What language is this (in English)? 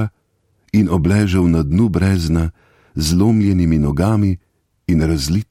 Slovenian